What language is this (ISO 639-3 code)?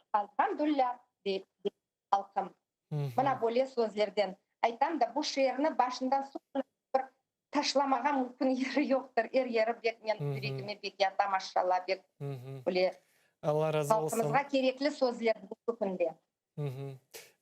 crh